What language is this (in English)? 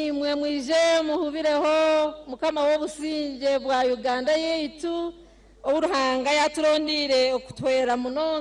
Nyankole